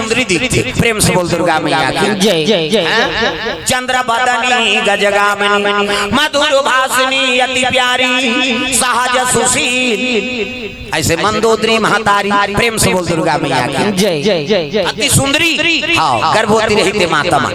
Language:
Chhattisgarhi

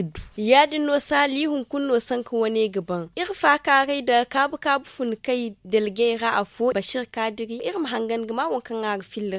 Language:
Zarma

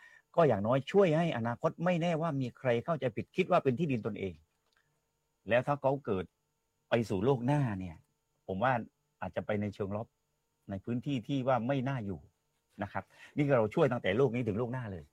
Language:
Thai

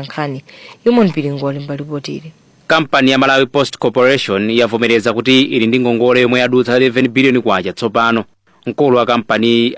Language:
Nyanja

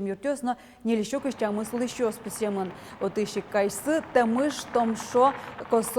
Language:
Udmurt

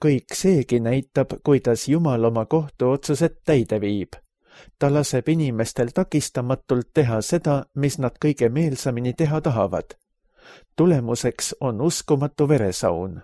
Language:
Estonian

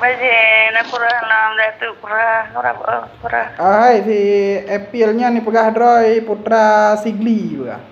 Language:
Achinese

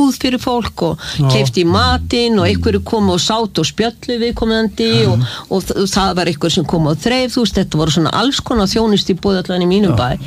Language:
Icelandic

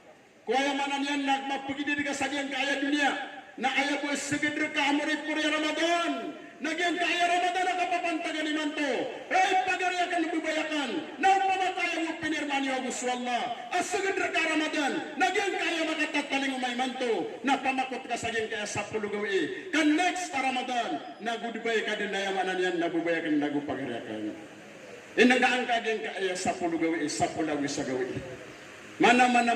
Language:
Maranao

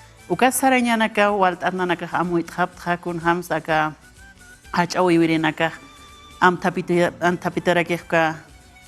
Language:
Aymara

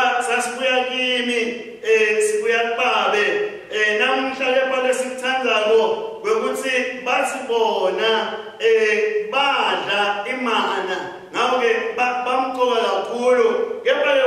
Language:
Swati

